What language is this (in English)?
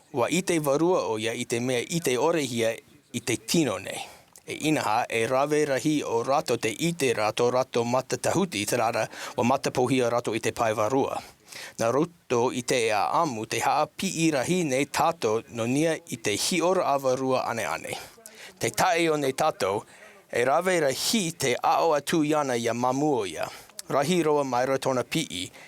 Tahitian